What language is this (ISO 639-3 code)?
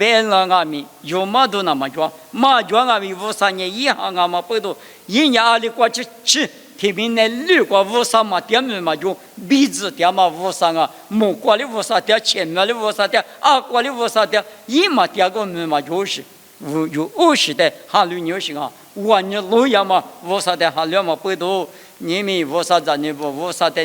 lis